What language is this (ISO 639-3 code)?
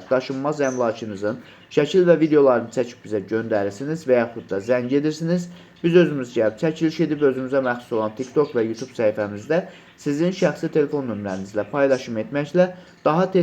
aze